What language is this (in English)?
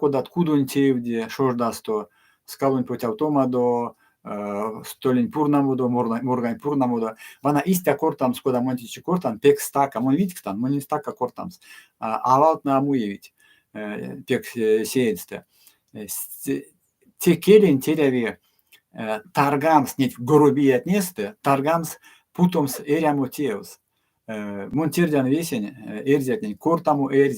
Erzya